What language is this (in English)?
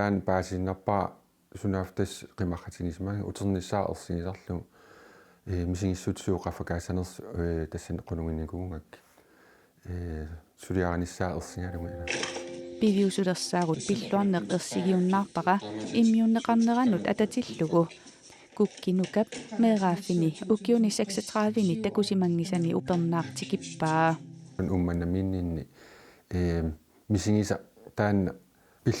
Kalaallisut